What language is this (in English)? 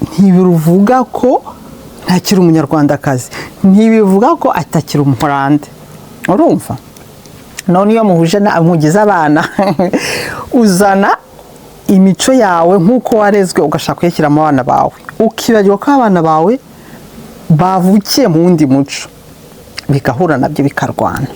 Kinyarwanda